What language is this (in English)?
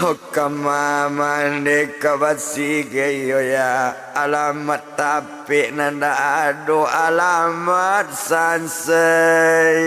Minangkabau